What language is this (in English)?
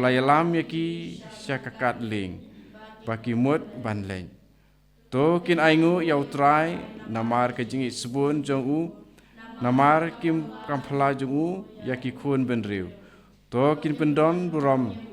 Khasi